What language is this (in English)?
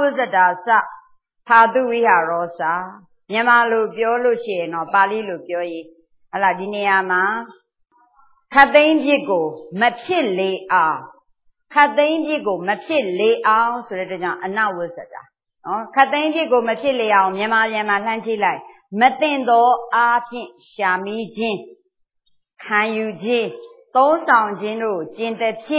Burmese